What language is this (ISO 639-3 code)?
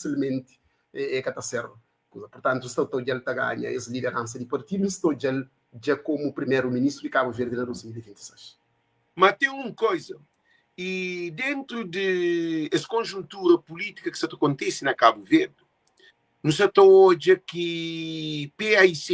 kea